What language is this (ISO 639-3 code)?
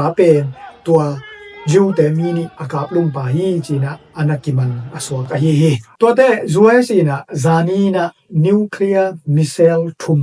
ctd